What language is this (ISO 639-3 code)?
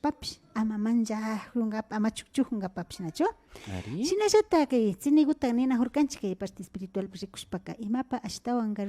qvi